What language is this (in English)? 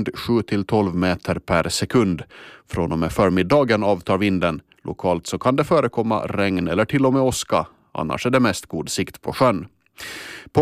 Swedish